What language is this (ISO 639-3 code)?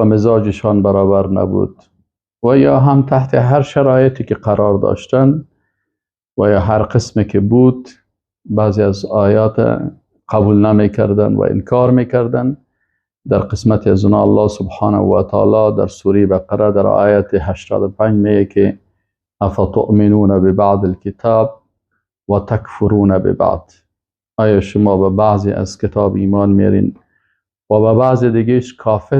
fas